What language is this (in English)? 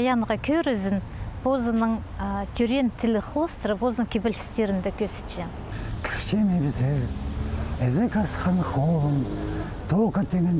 Khakas